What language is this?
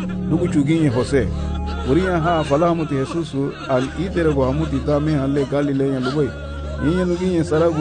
Garifuna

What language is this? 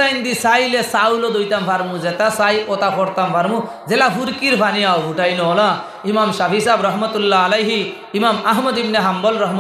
Sylheti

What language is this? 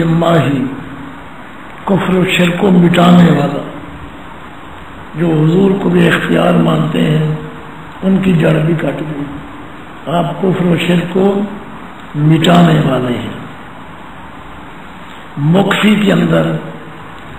Urdu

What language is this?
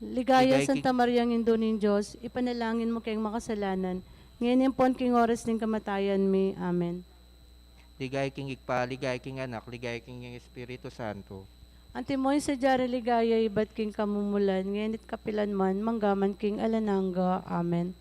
Pampanga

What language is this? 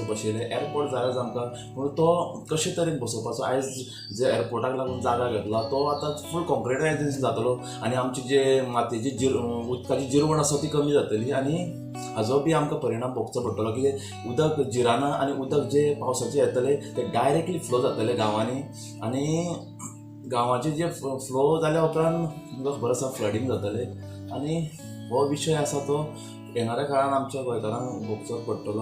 Konkani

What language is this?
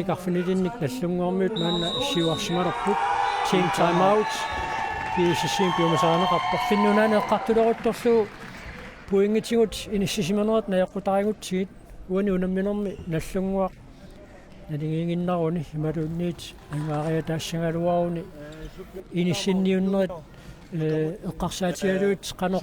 Kalaallisut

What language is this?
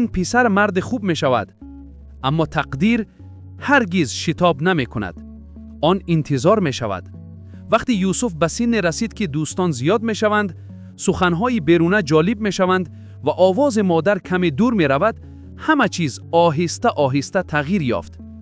Tajik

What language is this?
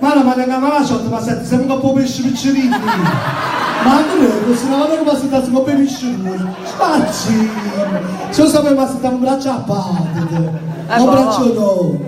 Neapolitan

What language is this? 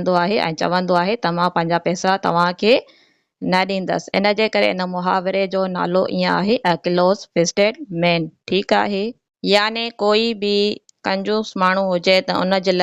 Sindhi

